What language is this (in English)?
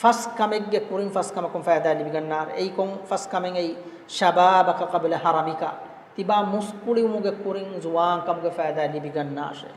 Divehi